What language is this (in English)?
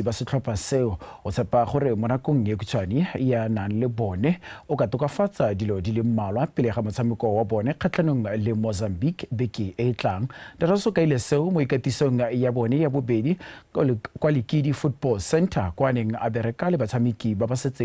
Tswana